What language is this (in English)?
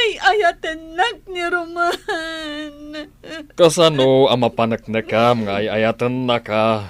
Iloko